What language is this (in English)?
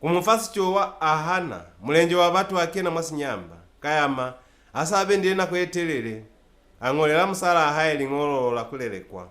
Lozi